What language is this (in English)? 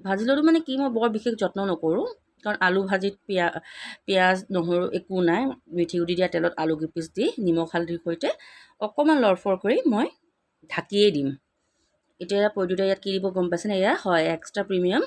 Assamese